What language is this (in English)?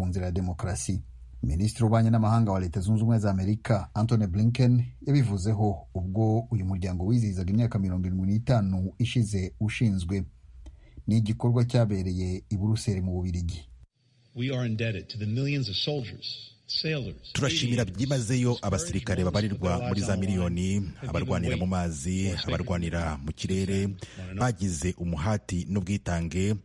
Kinyarwanda